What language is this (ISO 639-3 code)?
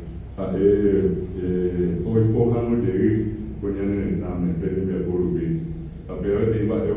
grn